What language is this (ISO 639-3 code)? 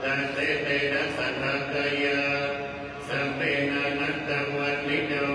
pli